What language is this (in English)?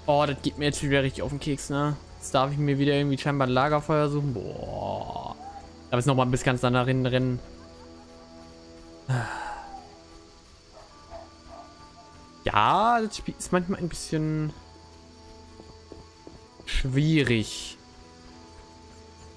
German